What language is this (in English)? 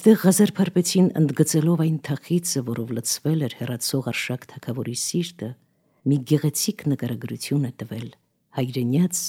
Armenian